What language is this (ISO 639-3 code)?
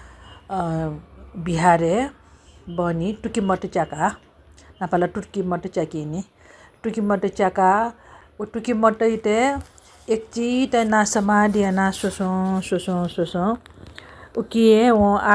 new